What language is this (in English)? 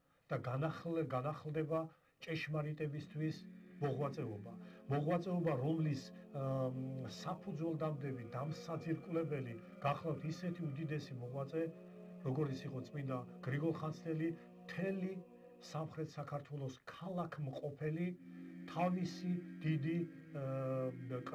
Georgian